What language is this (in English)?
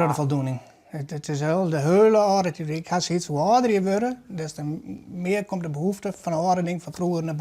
Western Frisian